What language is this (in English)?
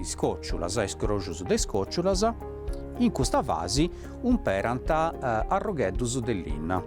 Sardinian